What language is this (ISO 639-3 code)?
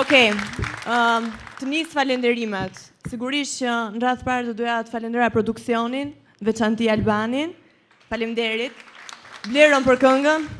sqi